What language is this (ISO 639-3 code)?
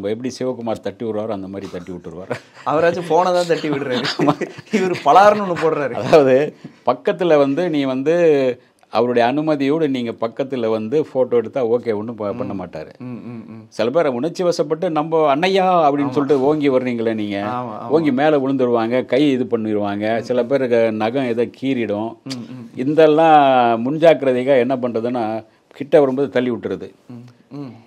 tam